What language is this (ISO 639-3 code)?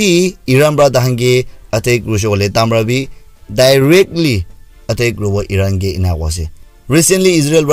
nag